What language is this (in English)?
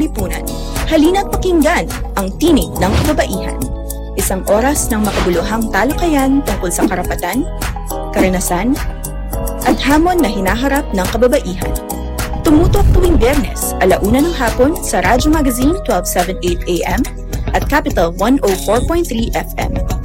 Filipino